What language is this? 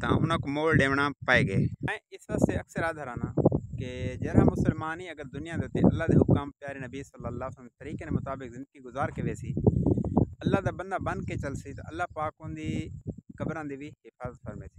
Saraiki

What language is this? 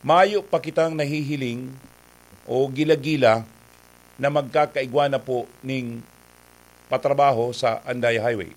Bikol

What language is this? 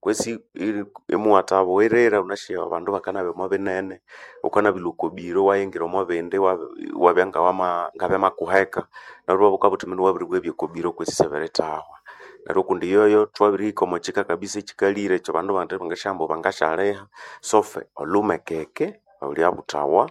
Nande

